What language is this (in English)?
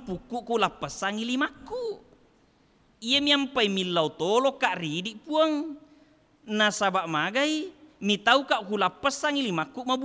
Buginese